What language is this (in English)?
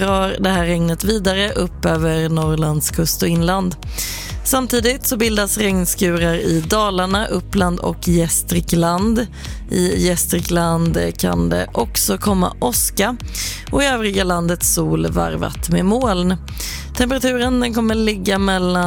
Swedish